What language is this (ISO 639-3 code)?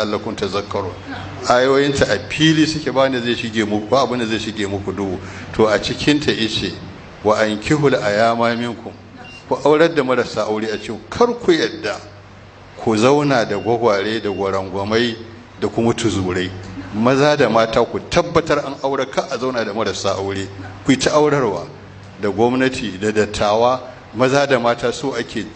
hau